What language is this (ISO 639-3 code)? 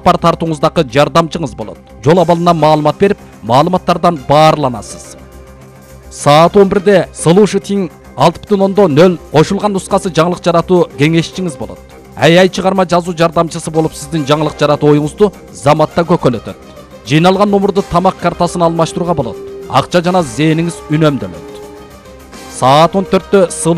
kir